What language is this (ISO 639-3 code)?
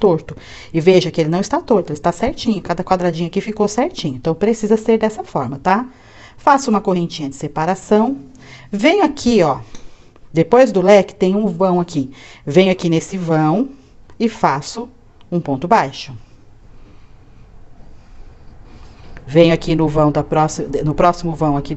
por